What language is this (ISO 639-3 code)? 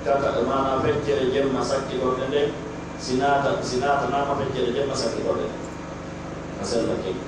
fuf